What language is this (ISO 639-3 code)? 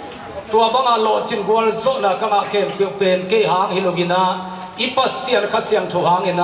ctd